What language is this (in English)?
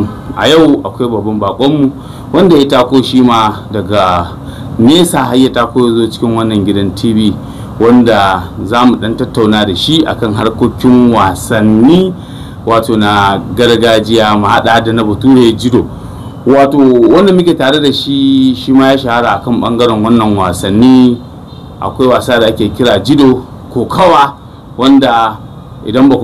Hausa